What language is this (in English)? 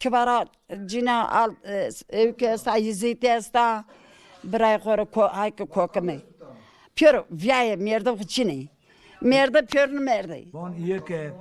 Zaza